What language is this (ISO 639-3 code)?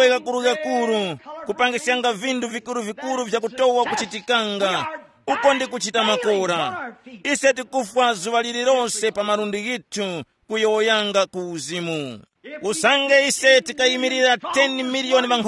tum